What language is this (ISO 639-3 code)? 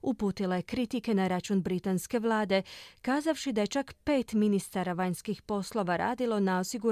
hrv